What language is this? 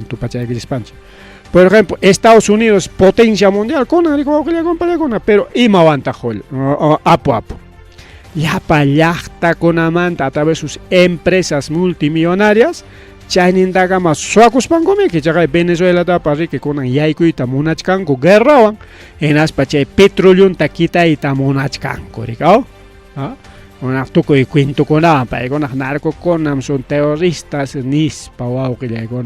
Ayacucho Quechua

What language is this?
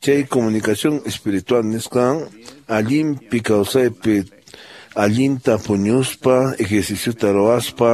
Quechua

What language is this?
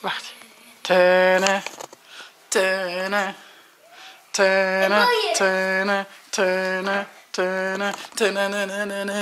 Western Frisian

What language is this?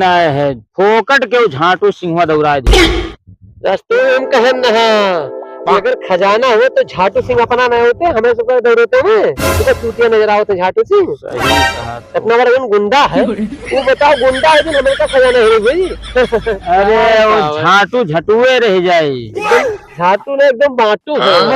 Awadhi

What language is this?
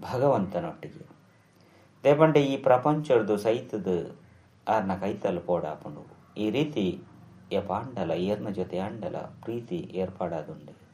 Tulu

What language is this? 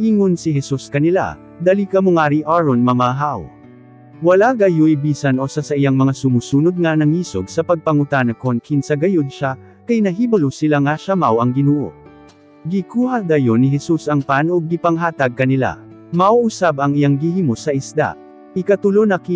Cebuano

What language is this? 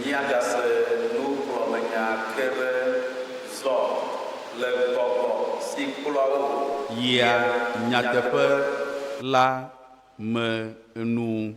Ewe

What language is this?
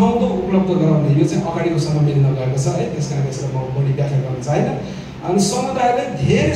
Nepali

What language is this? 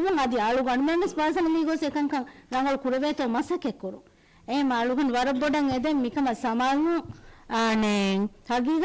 Divehi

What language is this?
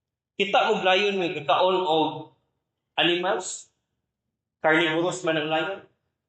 Cebuano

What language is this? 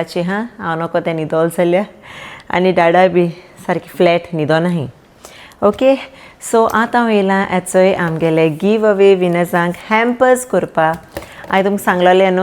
Konkani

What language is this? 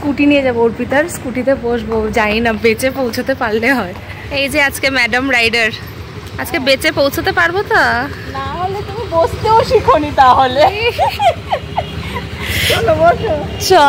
Bangla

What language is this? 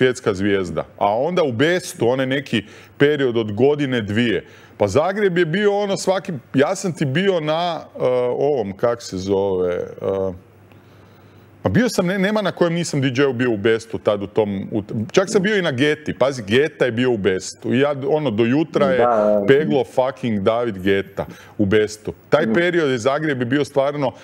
Croatian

